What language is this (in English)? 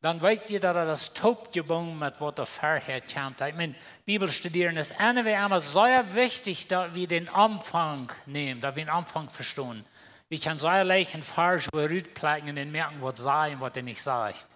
Plautdietsch